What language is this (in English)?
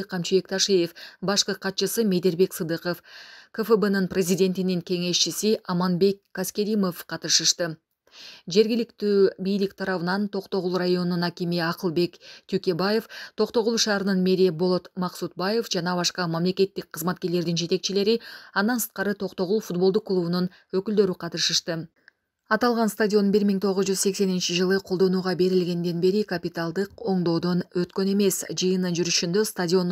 Kyrgyz